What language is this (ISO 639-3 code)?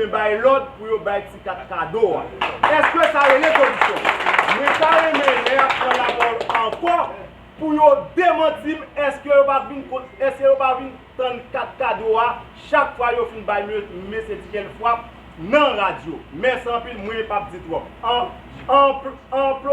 hat